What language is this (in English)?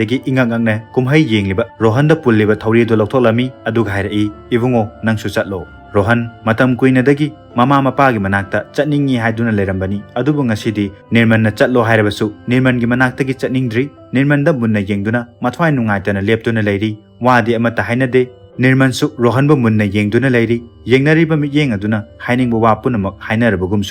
Manipuri